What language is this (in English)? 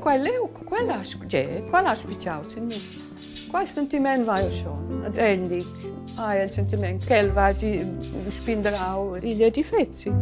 Romansh